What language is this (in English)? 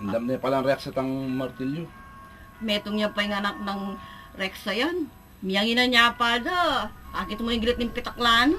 Pampanga